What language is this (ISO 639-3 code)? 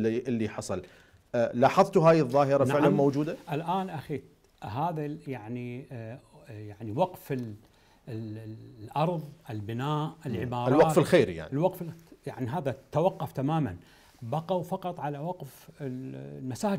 acm